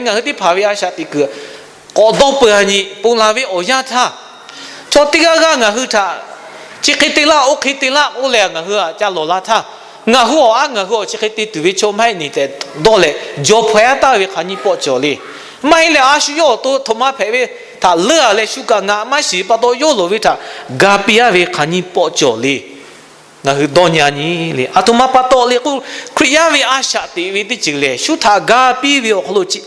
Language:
Lahu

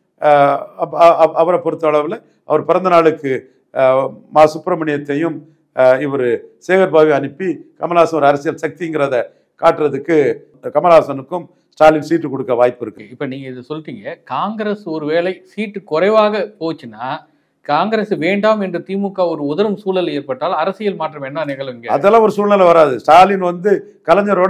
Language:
Tamil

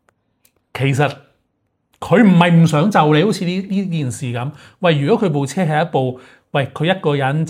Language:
Cantonese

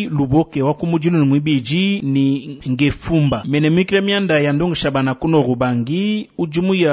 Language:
Luba-Lulua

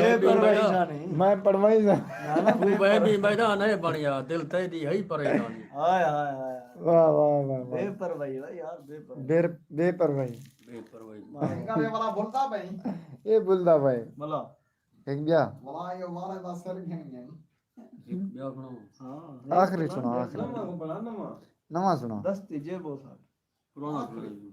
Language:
Saraiki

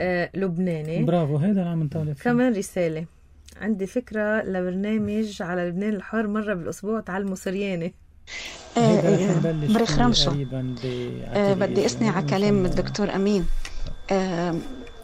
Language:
North Levantine Arabic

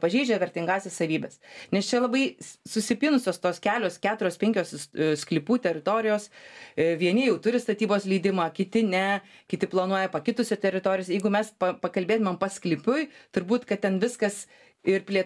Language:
Lithuanian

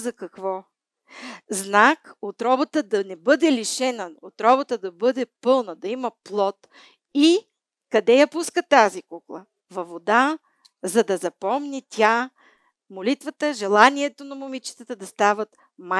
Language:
Bulgarian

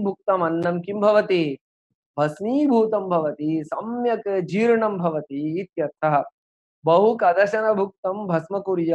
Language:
Sanskrit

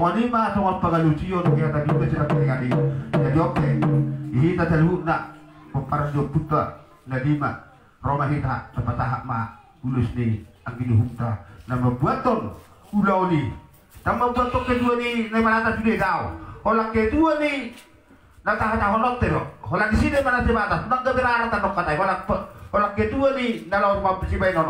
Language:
Batak Toba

